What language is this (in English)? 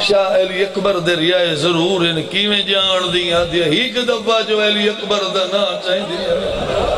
Saraiki